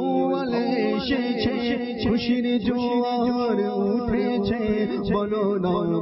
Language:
Bangla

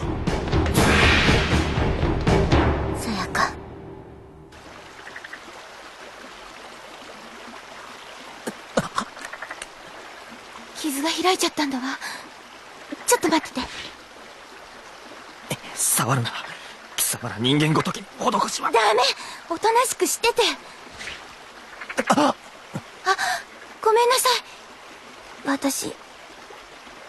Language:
Japanese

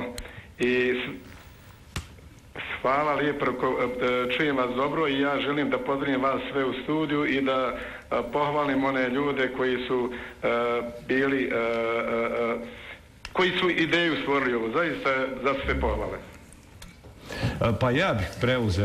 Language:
Bosnian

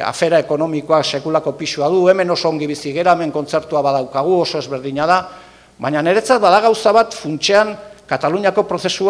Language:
Basque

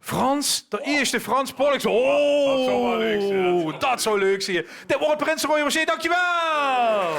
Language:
Limburgish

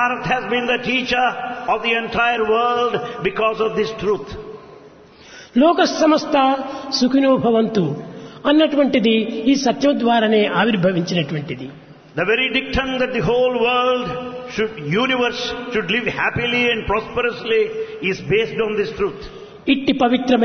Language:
Telugu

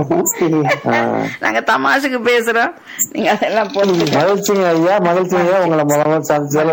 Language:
Tamil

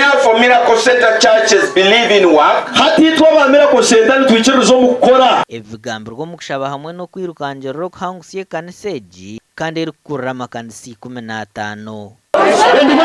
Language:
Nyankole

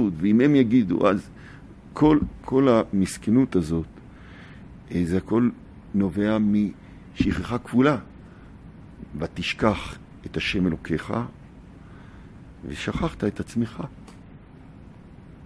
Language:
Hebrew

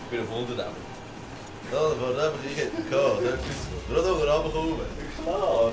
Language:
Swiss German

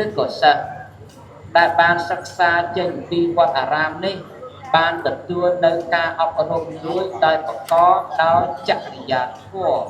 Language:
Khmer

